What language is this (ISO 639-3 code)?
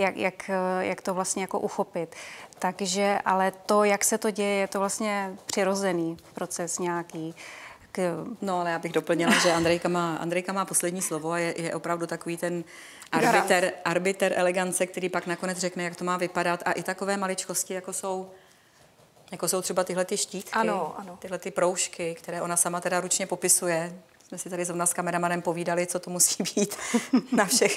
ces